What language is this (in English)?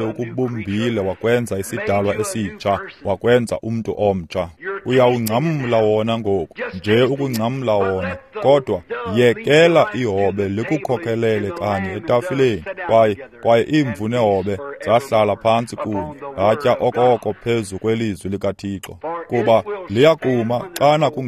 Xhosa